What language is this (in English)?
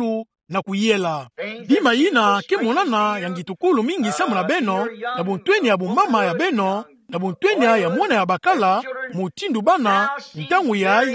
Kituba (Democratic Republic of Congo)